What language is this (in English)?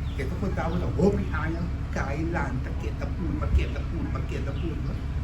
Papiamento